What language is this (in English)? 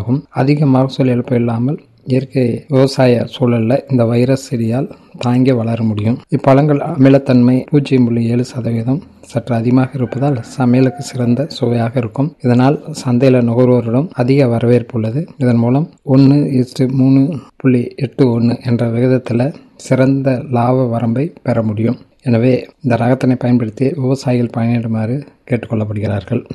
Tamil